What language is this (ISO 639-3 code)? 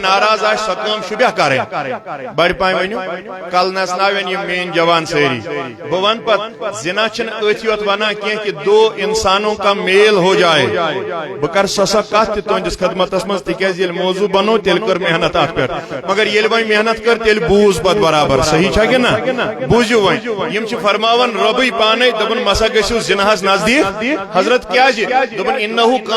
kas